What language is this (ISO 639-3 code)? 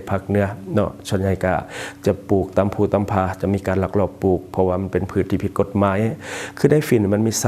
lao